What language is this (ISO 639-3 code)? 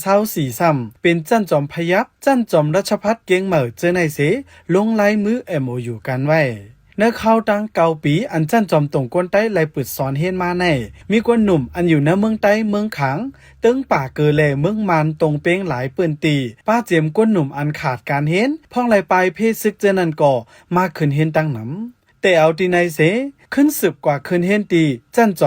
shn